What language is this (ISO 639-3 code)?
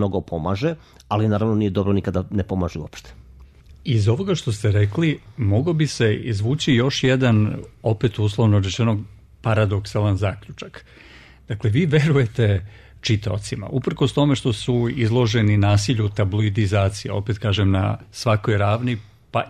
srp